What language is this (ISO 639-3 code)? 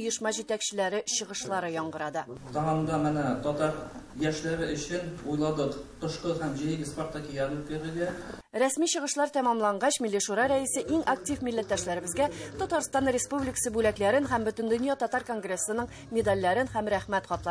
tat